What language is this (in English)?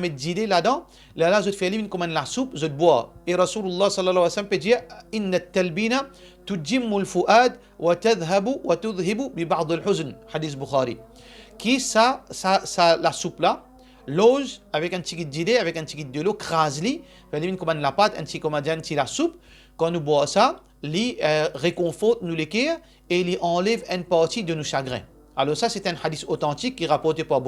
Morisyen